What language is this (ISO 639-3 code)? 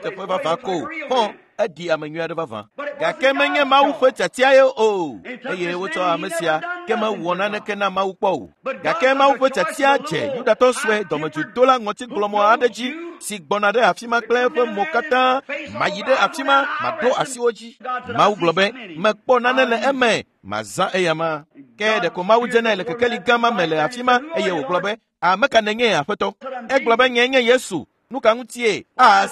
ewe